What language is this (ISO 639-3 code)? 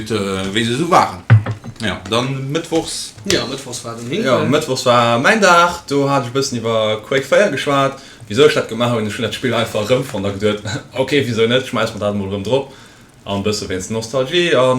ltz